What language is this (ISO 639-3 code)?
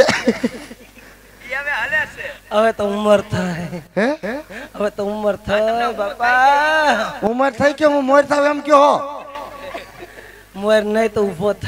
guj